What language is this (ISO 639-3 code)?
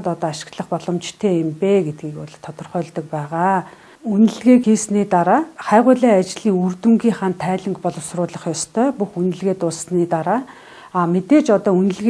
mon